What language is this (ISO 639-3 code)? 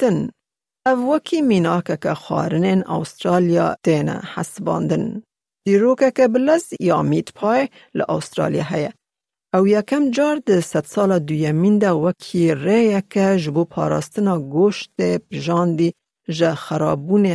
kur